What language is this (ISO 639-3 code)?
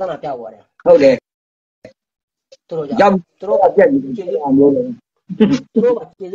mya